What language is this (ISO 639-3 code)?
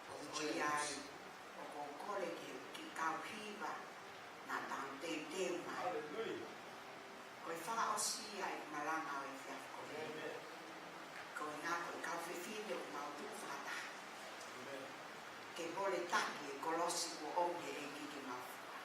ton